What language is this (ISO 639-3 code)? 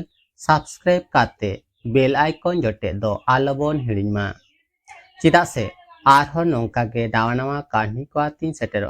sat